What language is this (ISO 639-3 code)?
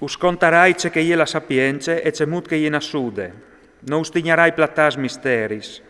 fur